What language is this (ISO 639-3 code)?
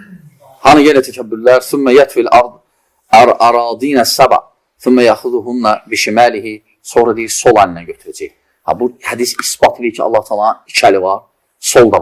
aze